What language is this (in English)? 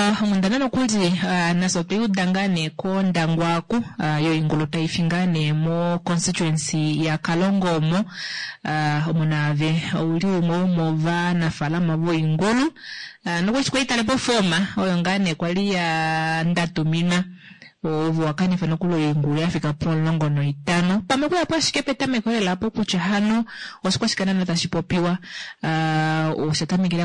Kuanyama